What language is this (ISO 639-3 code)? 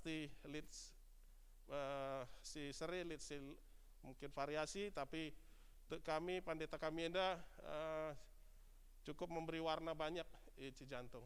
btx